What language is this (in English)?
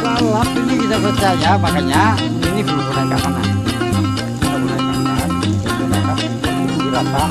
Banjar